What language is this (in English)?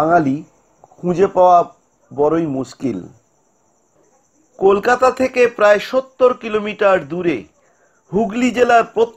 Bangla